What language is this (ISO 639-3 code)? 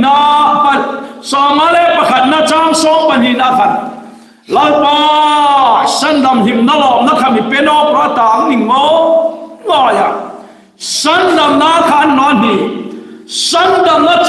hmr